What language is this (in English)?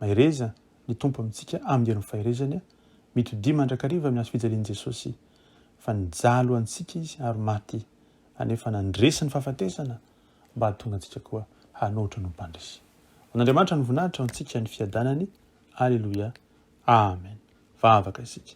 Malagasy